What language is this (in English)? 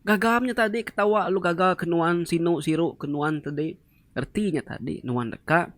Iban